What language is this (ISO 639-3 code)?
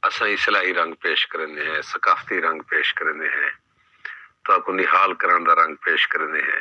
skr